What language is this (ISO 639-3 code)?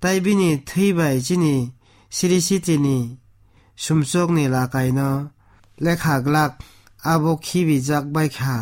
trp